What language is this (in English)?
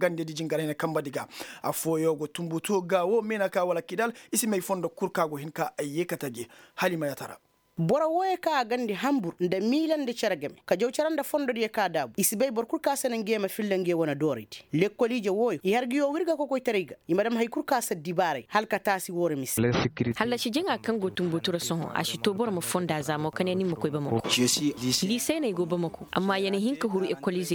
Koyraboro Senni